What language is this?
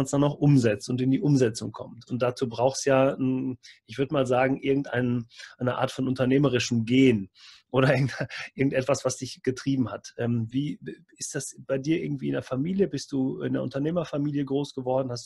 German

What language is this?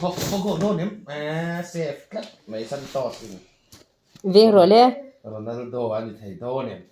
Mizo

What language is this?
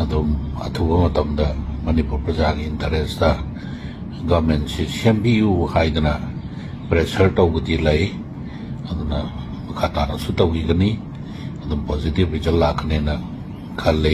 Manipuri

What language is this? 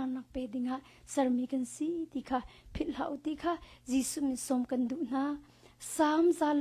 Hakha Chin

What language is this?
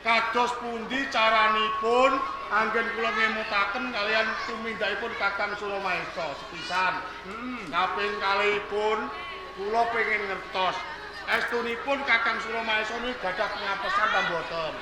Javanese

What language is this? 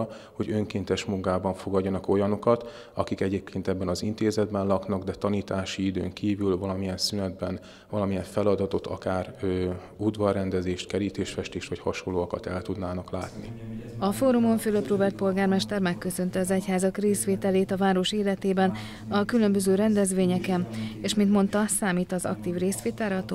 Hungarian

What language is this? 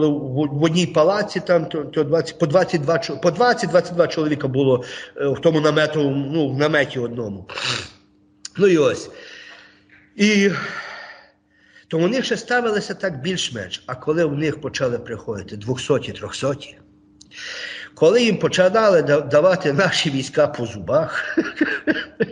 Ukrainian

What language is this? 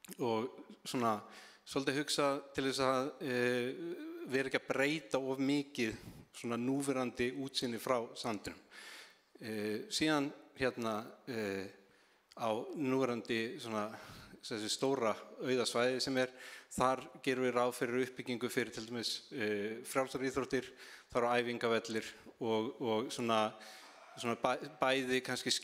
Icelandic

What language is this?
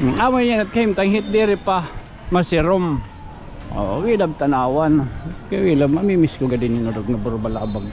Waray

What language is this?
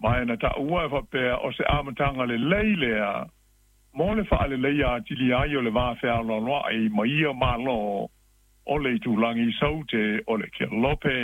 Samoan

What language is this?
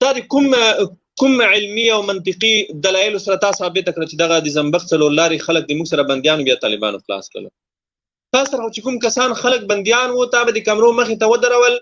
Pashto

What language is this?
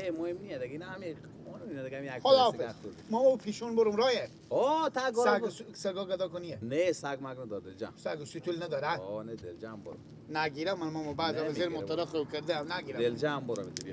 Persian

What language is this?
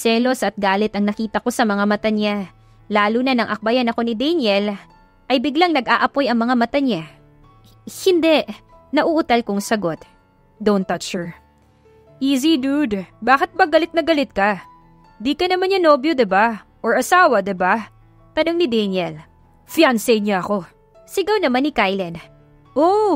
Filipino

